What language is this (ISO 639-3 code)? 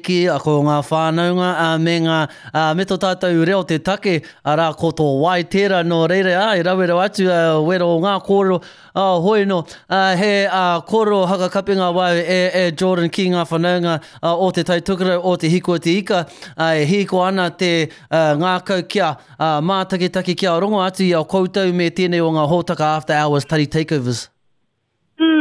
mri